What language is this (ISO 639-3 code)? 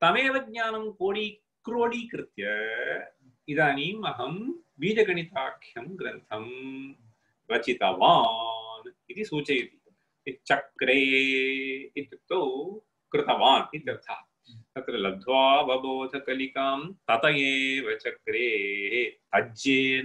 san